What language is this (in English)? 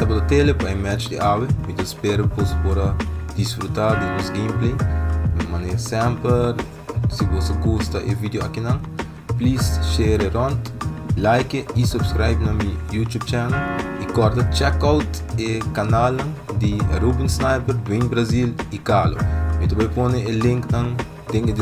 Papiamento